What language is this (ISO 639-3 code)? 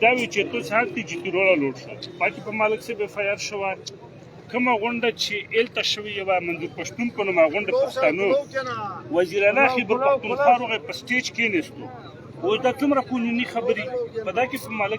pus